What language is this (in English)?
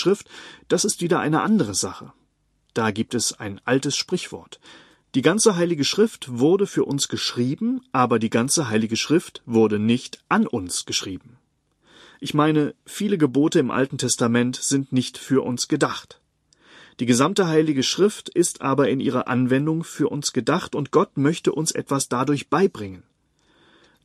German